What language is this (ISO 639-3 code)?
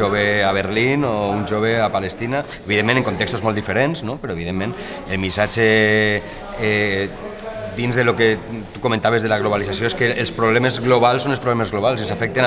cat